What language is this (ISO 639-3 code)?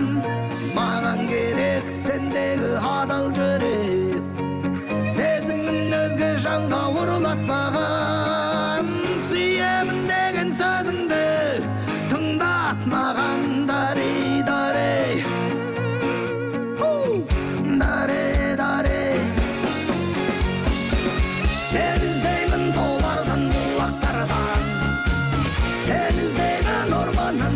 kaz